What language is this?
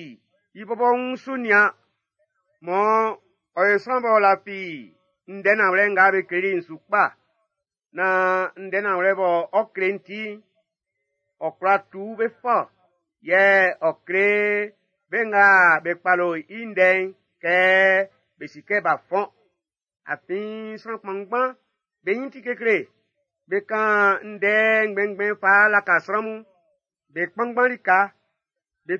Baoulé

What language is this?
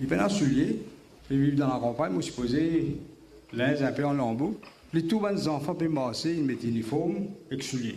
Morisyen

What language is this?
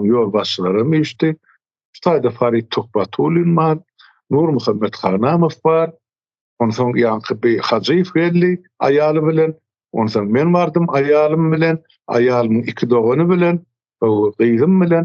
Turkmen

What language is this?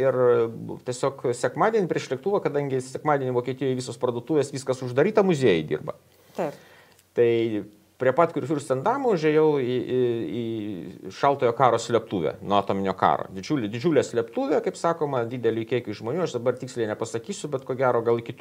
Lithuanian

